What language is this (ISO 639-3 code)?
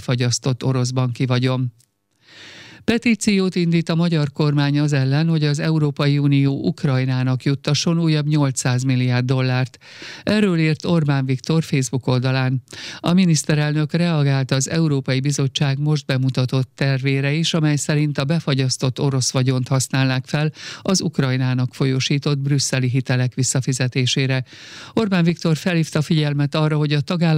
hun